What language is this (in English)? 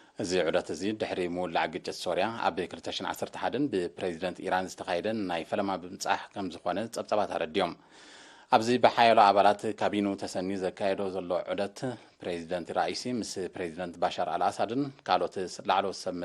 Tigrinya